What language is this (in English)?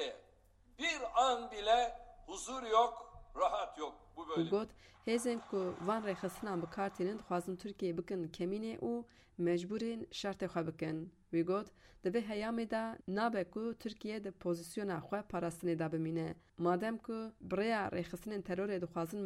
Kurdish